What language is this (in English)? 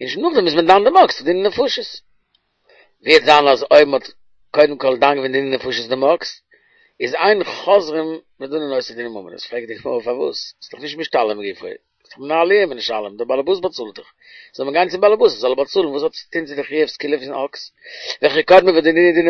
Yiddish